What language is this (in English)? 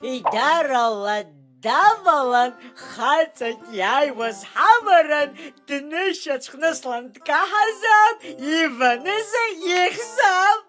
Abkhazian